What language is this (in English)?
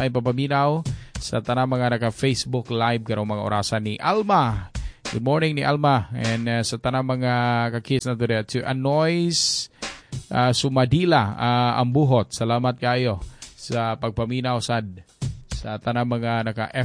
Cebuano